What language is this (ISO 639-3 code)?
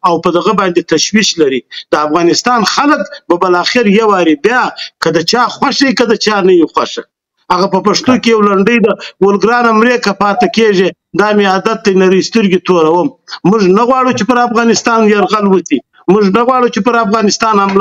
pus